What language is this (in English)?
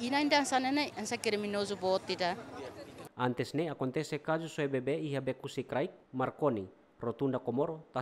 Tetum